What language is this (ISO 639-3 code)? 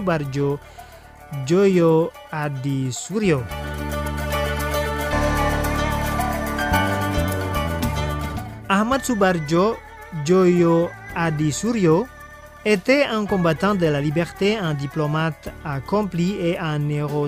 fra